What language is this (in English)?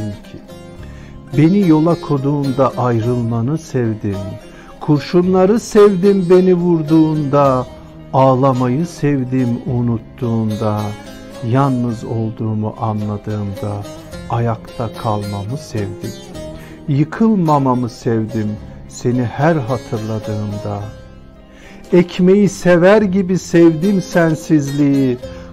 Turkish